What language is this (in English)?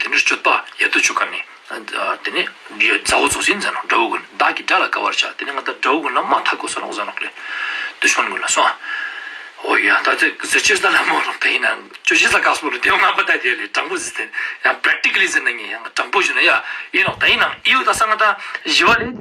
Ladakhi